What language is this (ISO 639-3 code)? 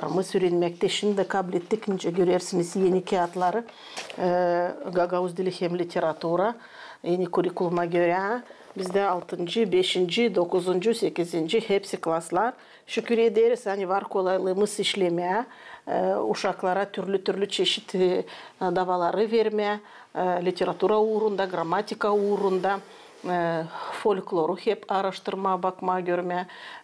gag